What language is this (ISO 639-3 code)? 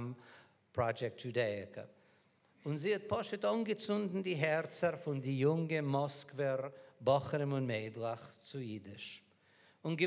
yid